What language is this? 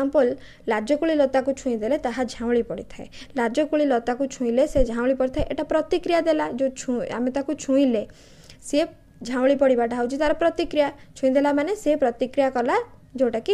Odia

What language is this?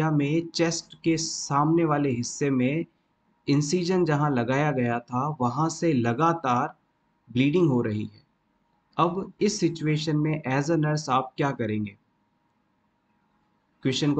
Hindi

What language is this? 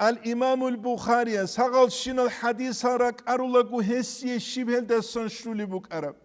Avaric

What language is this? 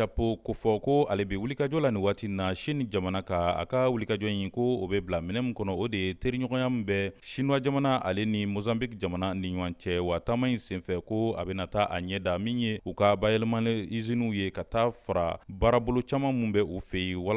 Bambara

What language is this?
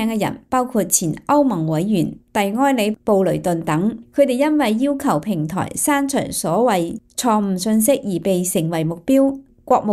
Cantonese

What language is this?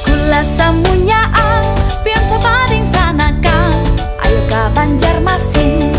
Banjar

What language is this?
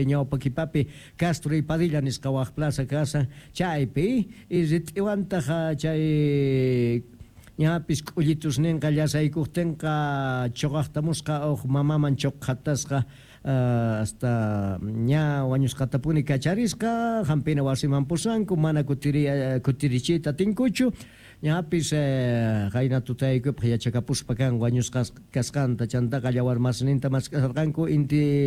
South Bolivian Quechua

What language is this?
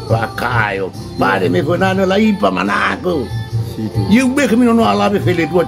Nias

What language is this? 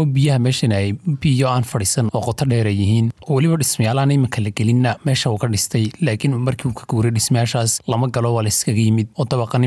Somali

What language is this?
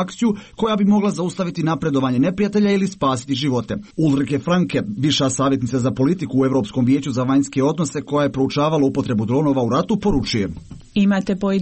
Croatian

